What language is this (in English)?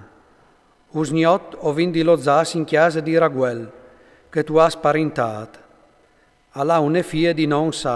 Friulian